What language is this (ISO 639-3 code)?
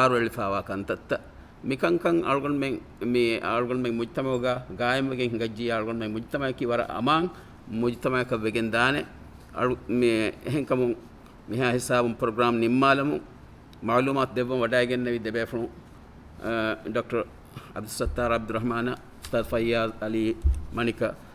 div